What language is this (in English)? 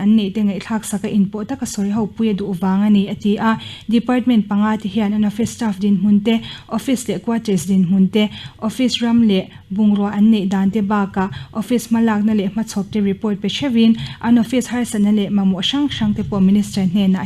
Mizo